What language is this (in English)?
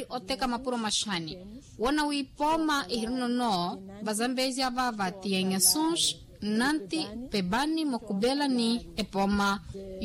Makhuwa